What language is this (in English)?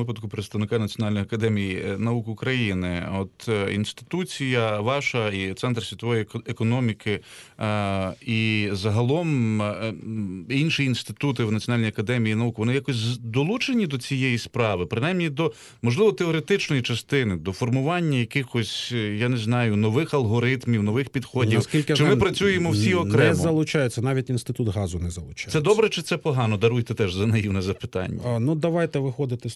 Ukrainian